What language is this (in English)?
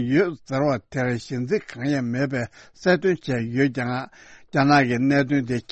Tibetan